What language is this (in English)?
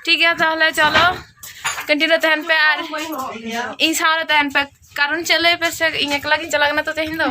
Santali